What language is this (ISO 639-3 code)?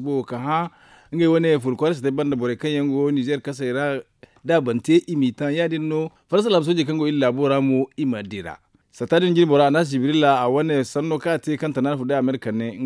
dje